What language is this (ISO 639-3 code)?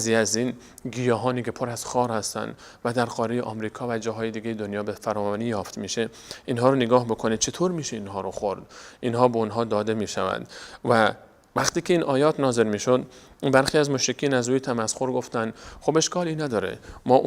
fas